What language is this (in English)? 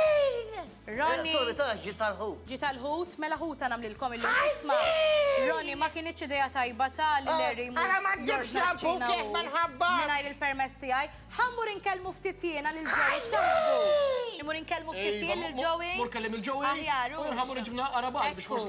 Maltese